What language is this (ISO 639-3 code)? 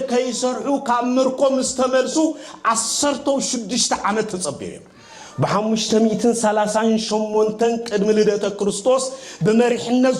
tir